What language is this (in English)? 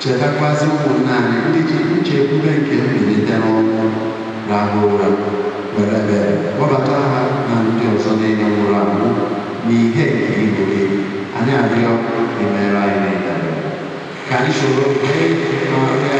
Igbo